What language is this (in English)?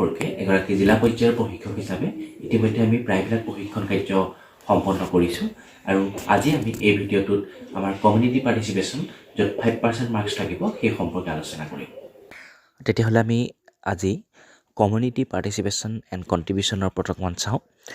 Assamese